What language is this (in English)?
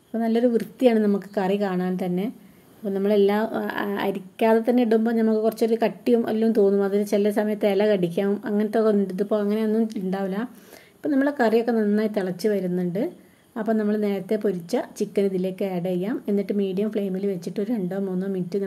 Malayalam